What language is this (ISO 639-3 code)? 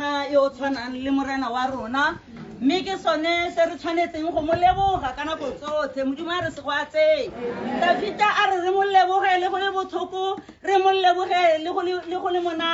tsn